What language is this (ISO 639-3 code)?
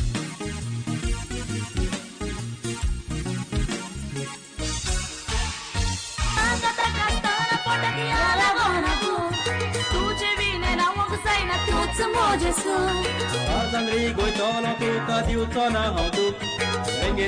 kok